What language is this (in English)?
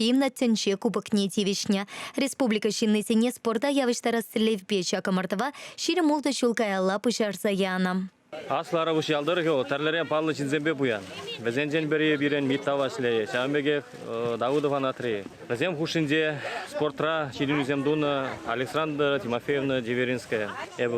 Chuvash